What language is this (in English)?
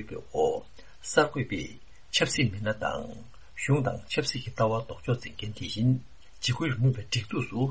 Tibetan